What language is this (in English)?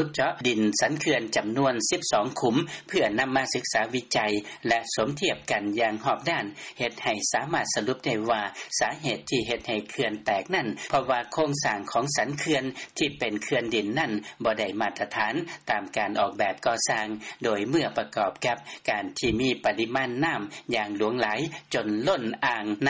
Lao